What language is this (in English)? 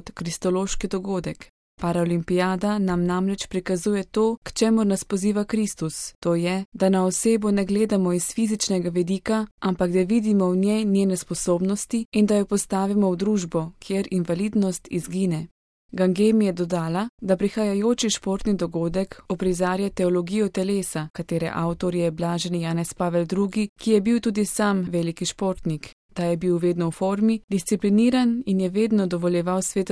Slovenian